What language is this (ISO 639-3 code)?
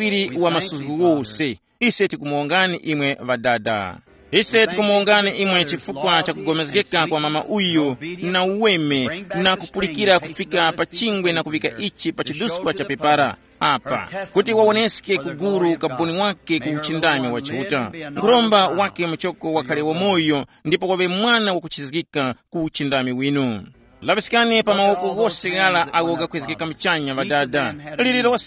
tum